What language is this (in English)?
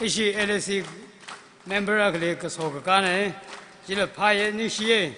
Tangkhul Naga (India)